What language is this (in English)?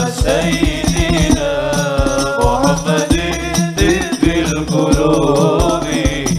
Madurese